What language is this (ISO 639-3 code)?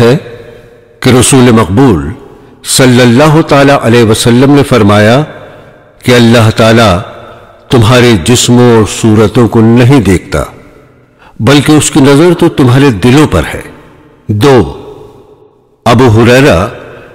urd